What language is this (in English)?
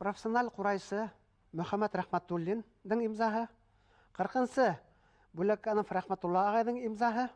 Bashkir